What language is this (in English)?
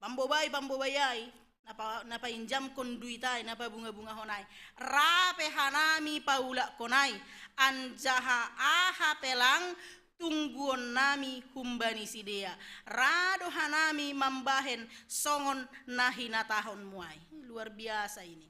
Batak Simalungun